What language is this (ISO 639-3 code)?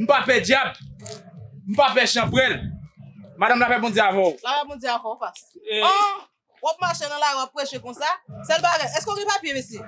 hat